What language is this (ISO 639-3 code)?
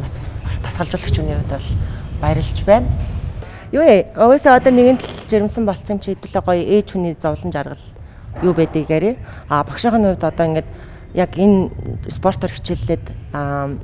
mon